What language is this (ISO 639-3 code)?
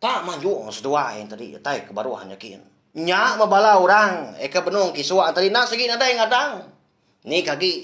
iba